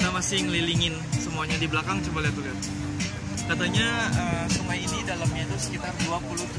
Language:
Indonesian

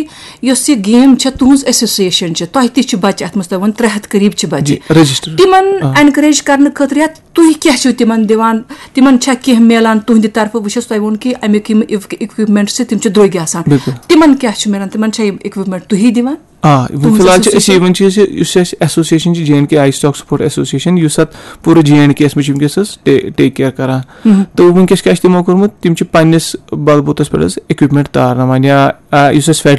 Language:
Kashmiri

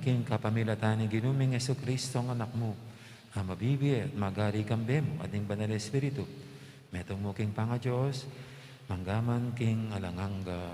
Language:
Pampanga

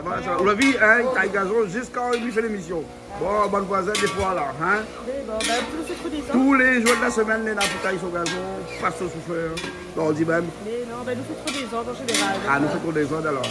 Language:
Réunion Creole French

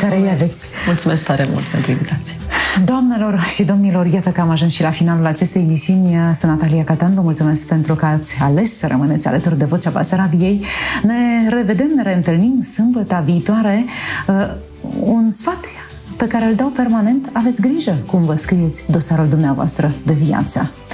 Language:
Romanian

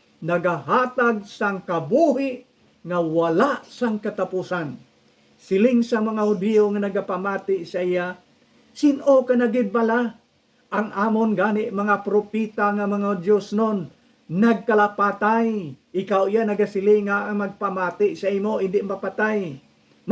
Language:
Hiligaynon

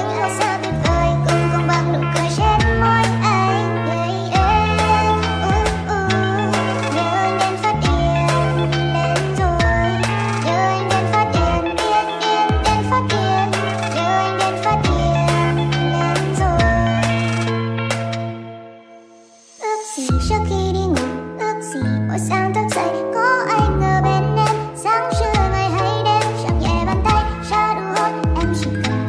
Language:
Vietnamese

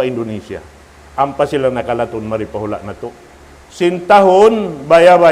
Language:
Tausug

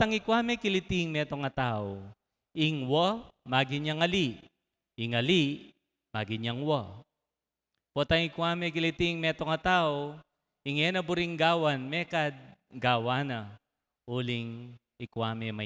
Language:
Pampanga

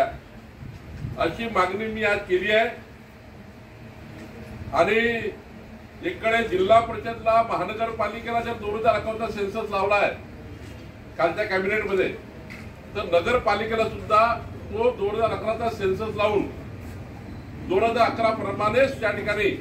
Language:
Marathi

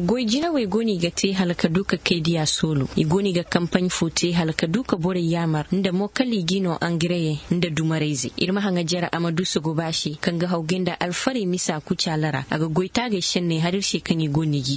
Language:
Zarma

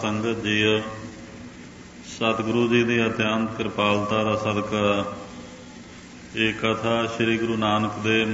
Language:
Punjabi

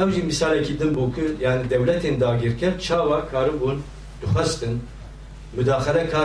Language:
Kurdish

